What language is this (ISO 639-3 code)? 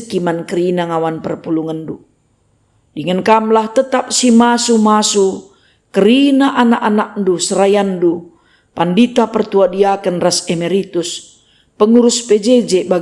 btx